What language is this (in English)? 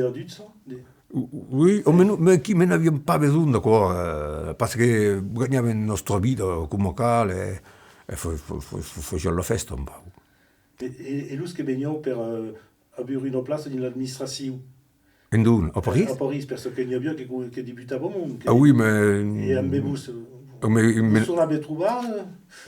Occitan